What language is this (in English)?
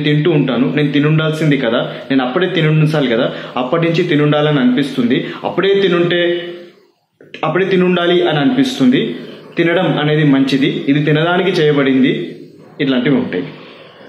Telugu